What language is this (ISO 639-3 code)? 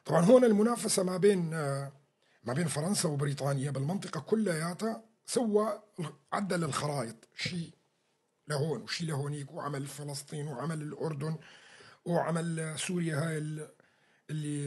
apc